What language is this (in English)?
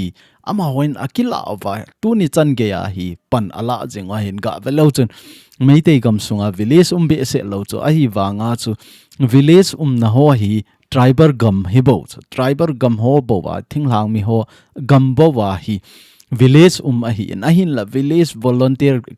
Thado Chin